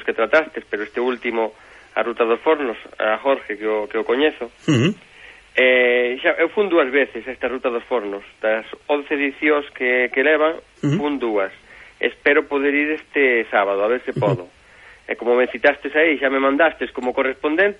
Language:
Galician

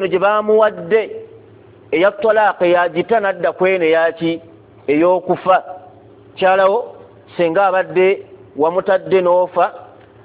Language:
Ganda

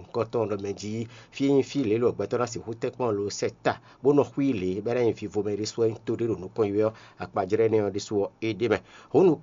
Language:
Fon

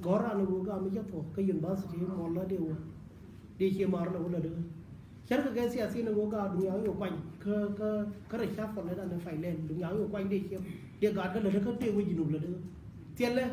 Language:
Nuer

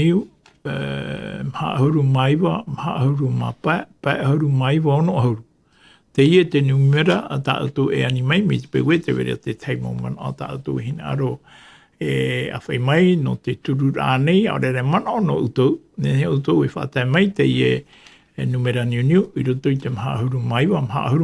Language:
Tahitian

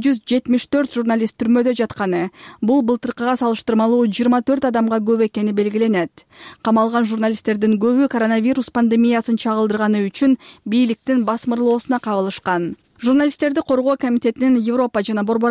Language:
Kyrgyz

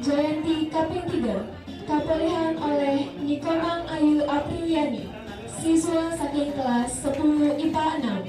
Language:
Balinese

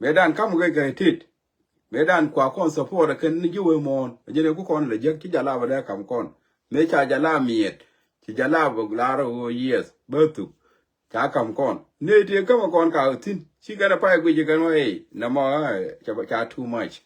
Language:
Nuer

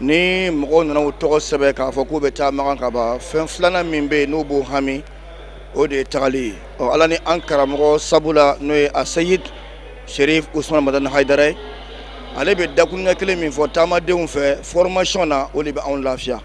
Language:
Bambara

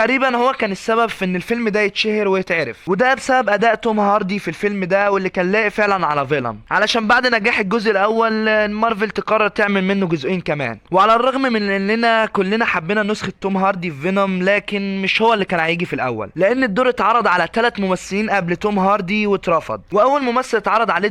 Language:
Egyptian Arabic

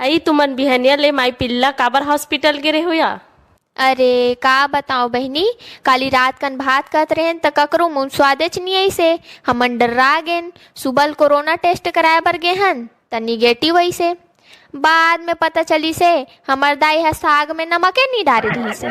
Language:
Chhattisgarhi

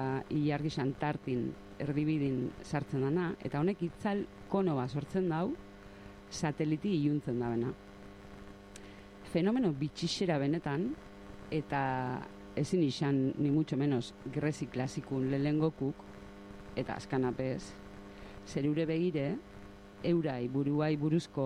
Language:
Basque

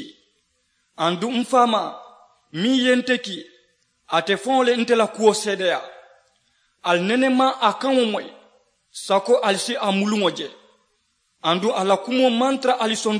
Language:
Mandingo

